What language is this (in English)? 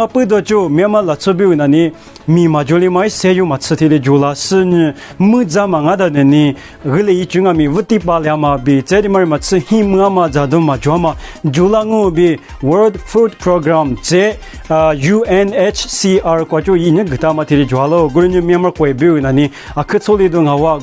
Lisu